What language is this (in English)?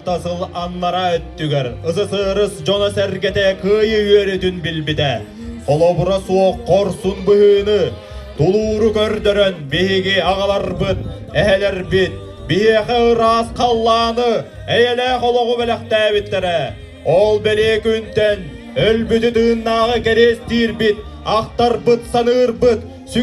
Yakut